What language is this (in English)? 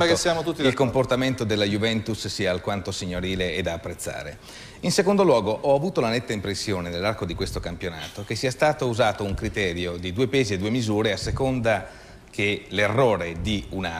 Italian